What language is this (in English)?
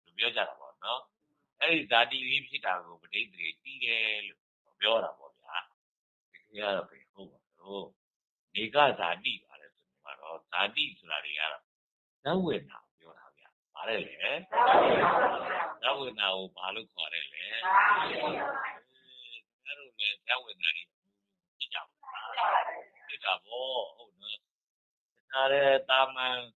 Burmese